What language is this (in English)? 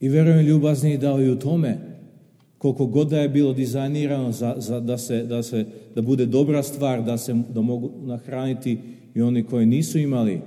Serbian